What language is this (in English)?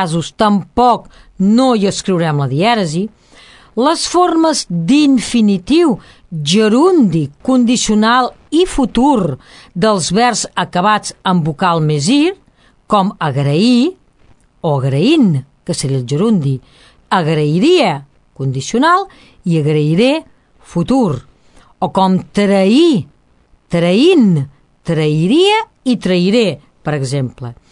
Catalan